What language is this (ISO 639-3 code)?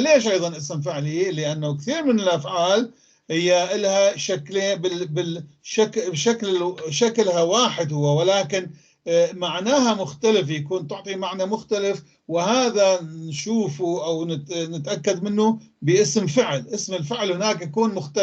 apc